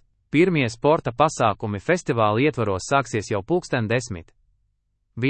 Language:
Latvian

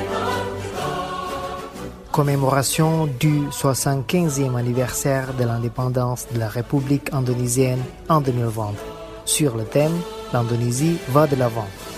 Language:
French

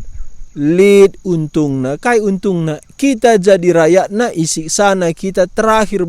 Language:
Batak Karo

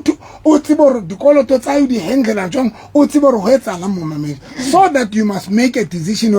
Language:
Southern Sotho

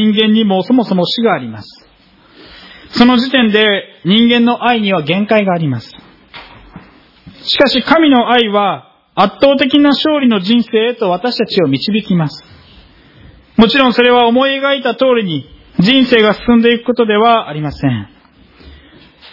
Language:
Japanese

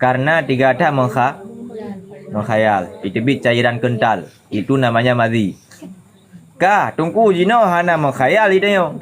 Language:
Achinese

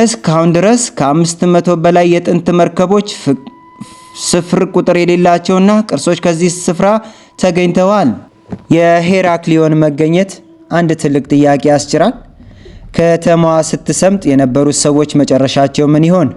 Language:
Amharic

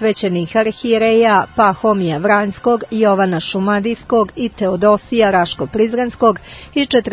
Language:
Serbian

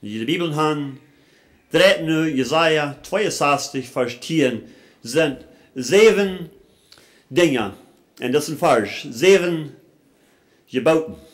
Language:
Plautdietsch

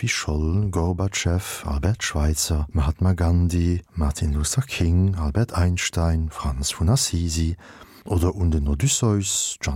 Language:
Luxembourgish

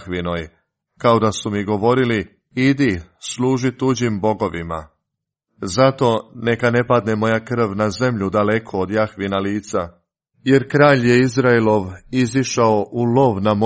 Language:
Croatian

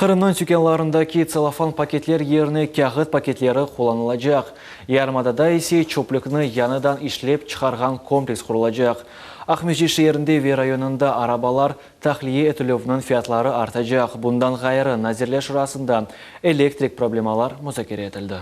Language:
Crimean Tatar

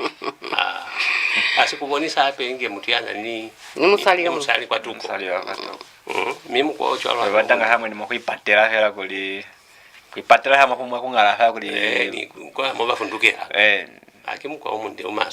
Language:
Lozi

